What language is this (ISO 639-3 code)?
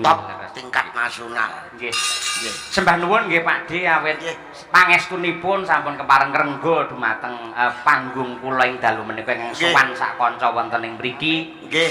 jav